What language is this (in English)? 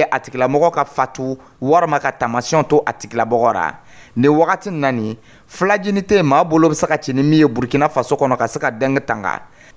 Dyula